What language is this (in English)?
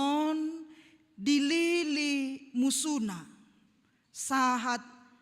Batak Toba